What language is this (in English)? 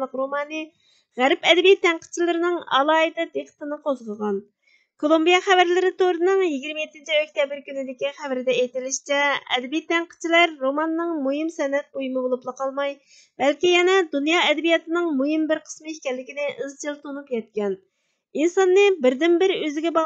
Uyghur